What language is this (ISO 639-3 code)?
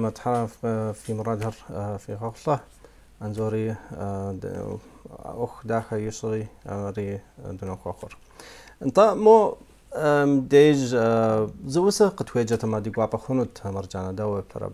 kbd